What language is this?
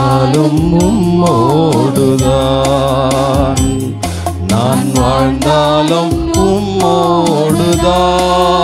Tamil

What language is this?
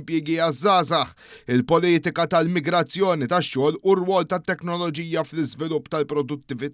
Maltese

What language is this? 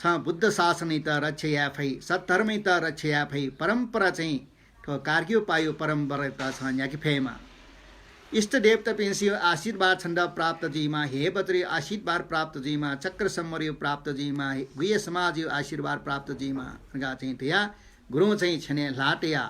Newari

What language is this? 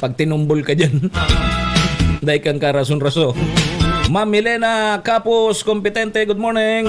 Bikol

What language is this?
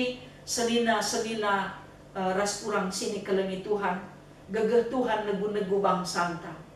Batak Karo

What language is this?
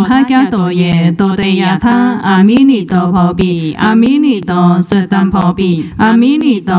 Chinese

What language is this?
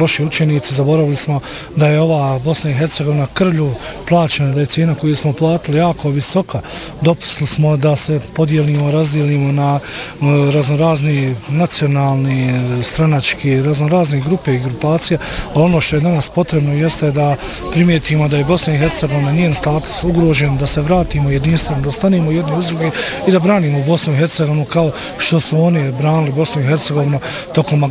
Bosnian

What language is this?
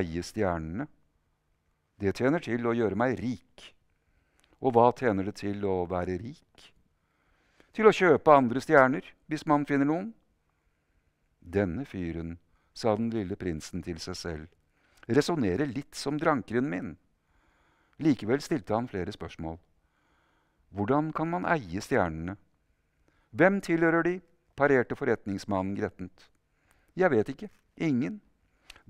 Norwegian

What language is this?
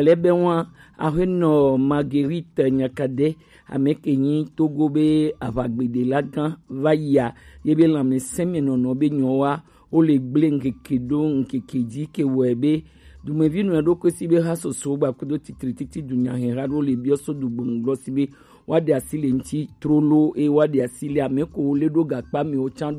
Gen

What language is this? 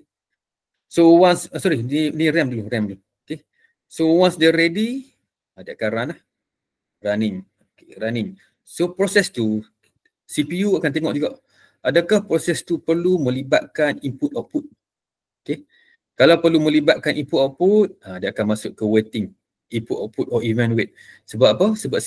Malay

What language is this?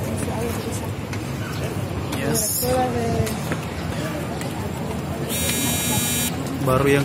Indonesian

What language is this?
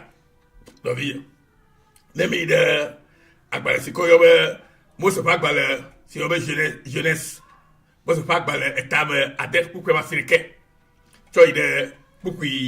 Ewe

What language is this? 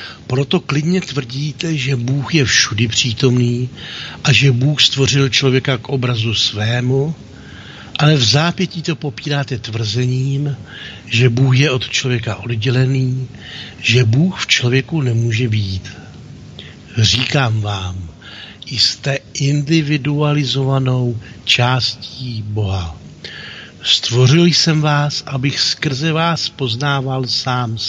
Czech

